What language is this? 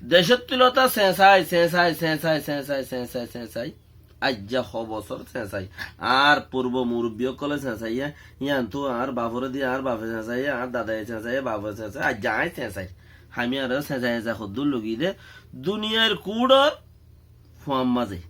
Rohingya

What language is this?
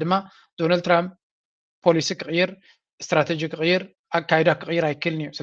Tigrinya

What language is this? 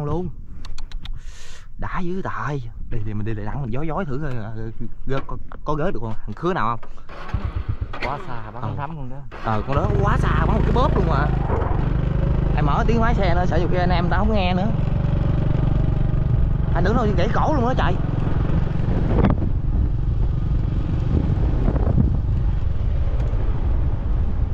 Vietnamese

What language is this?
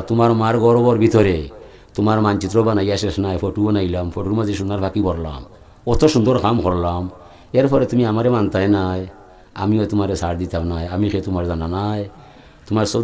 Sylheti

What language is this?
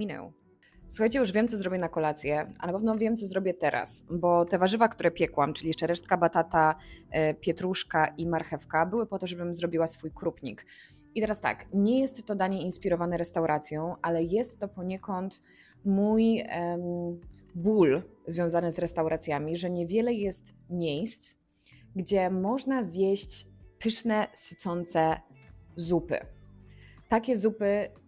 Polish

